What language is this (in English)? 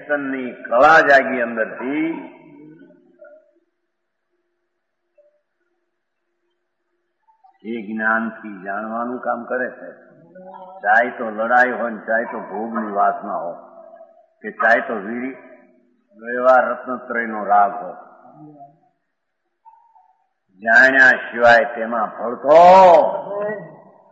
Gujarati